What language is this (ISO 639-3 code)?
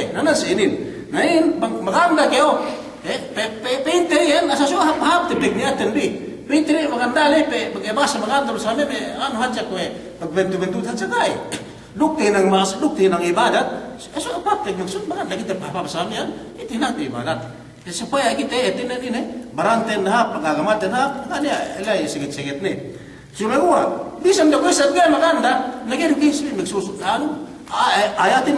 yka